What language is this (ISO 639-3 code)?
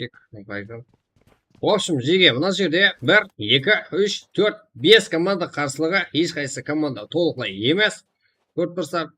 kaa